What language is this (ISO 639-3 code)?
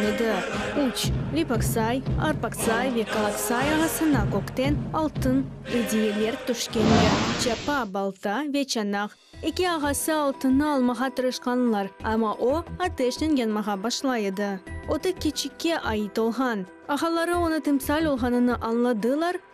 crh